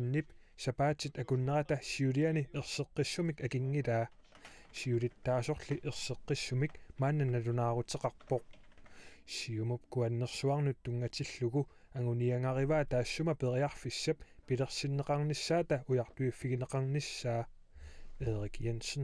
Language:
Kalaallisut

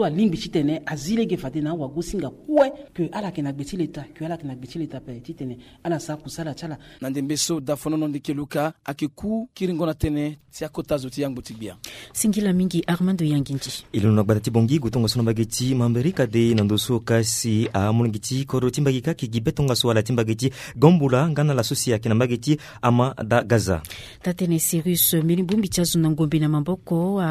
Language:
Sango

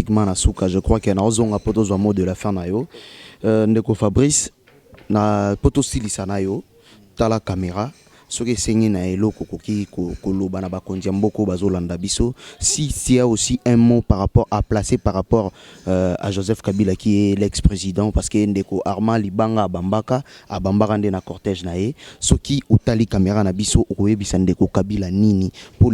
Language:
Lingala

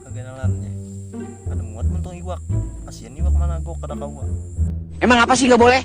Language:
Banjar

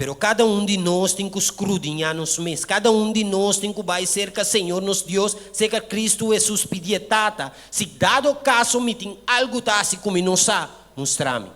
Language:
Papiamento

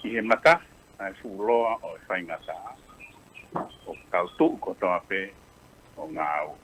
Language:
Tongan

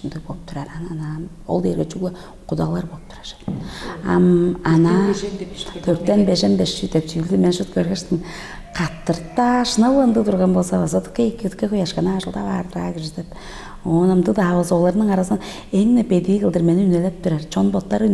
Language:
Tuvinian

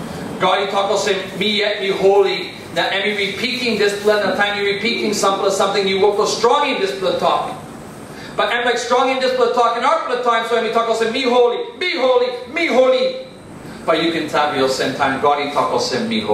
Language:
Tok Pisin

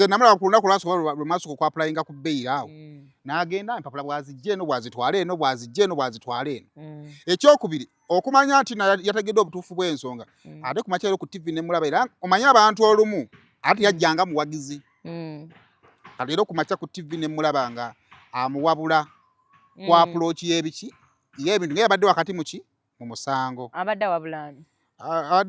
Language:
Ganda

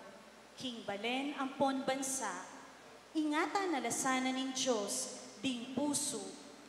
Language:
Pampanga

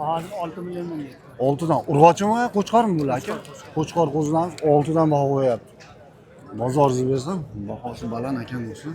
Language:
Uzbek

